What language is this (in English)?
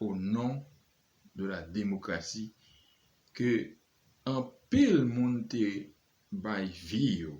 Haitian Creole